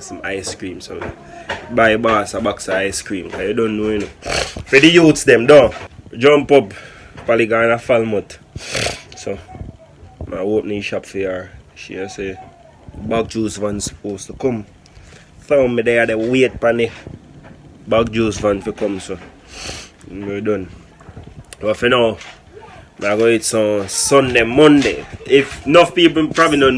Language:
Jamaican Creole English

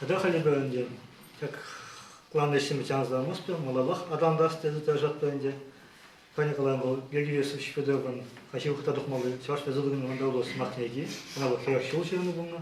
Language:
Chuvash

